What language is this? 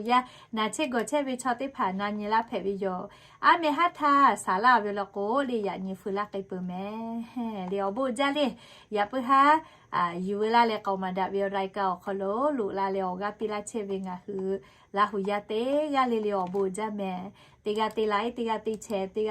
Lahu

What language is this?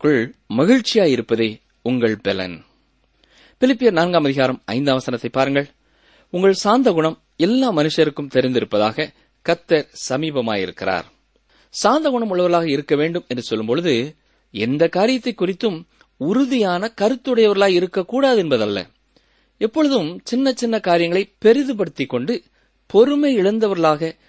Tamil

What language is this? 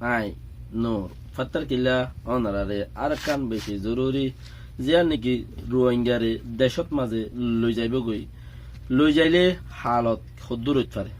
Rohingya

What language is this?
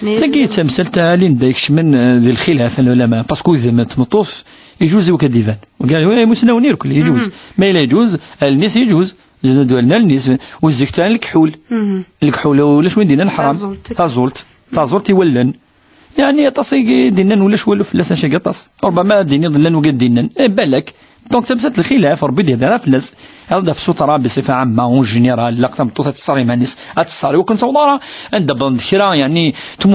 Kabyle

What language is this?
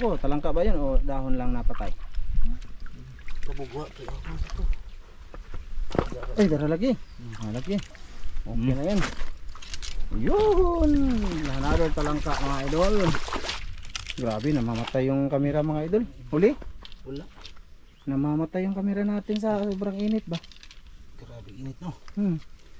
Filipino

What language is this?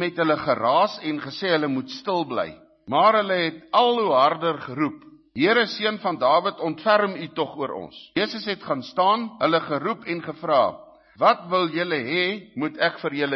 Afrikaans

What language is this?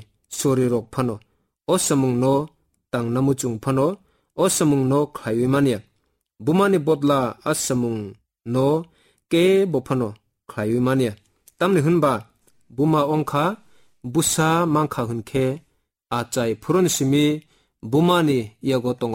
Kok Borok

